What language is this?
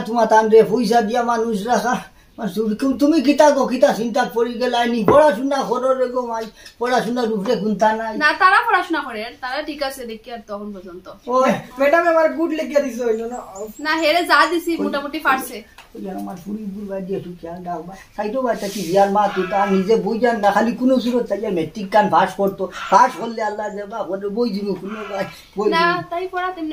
Sylheti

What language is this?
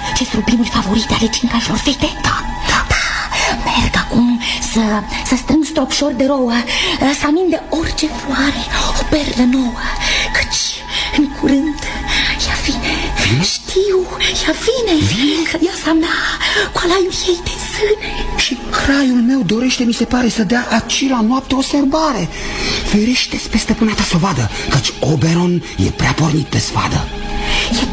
Romanian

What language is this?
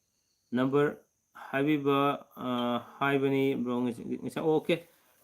Manipuri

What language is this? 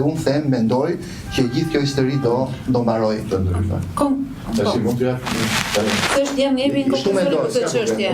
Albanian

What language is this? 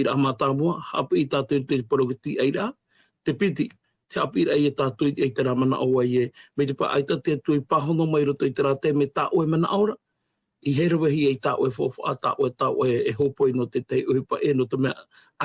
Tahitian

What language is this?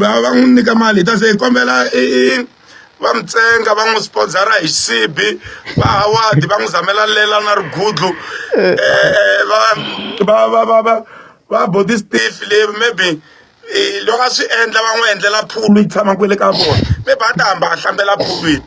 Tsonga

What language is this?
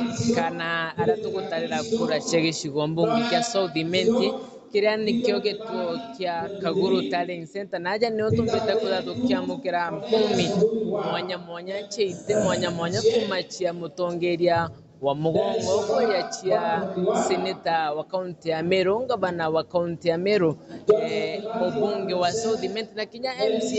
Meru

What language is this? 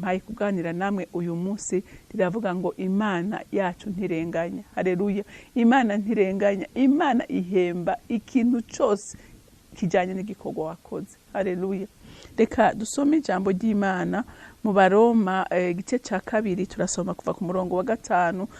Rundi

